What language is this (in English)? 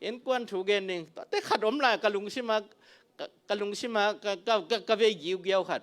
Tedim Chin